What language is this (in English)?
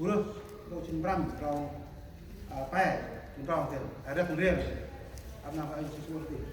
Central Mnong